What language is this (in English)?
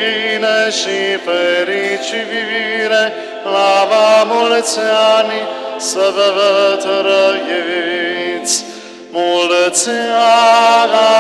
Romanian